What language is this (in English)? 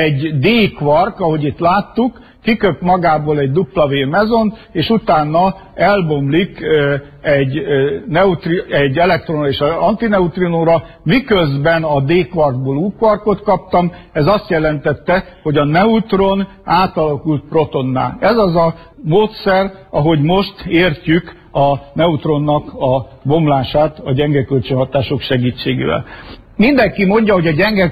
Hungarian